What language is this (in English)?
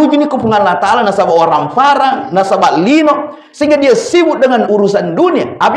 Buginese